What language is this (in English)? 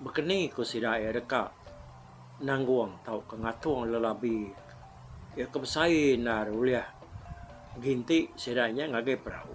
Iban